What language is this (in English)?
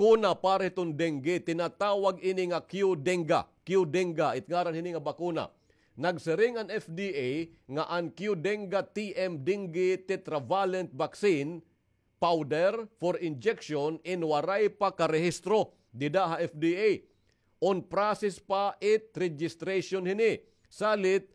Waray